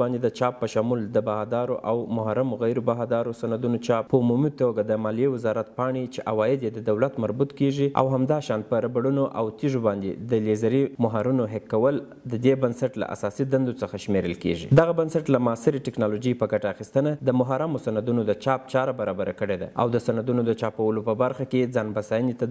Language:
Pashto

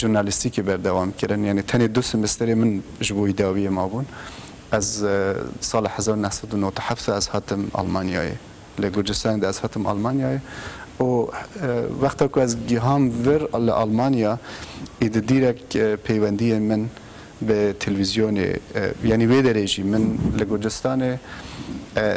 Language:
Kurdish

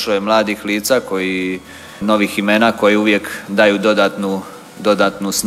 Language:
Croatian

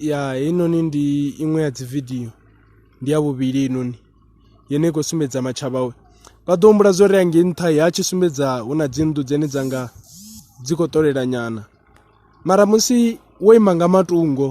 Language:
Venda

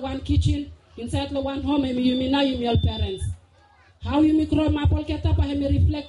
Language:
Bislama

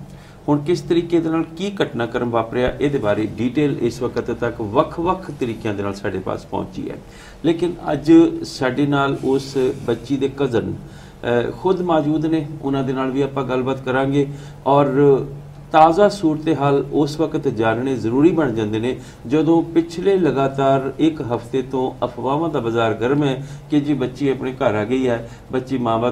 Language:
Punjabi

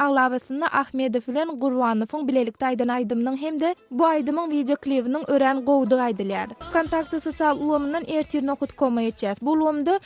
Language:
Turkmen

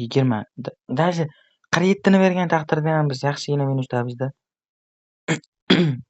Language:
Uzbek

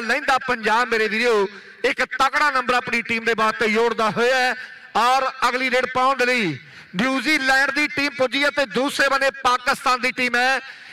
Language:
Punjabi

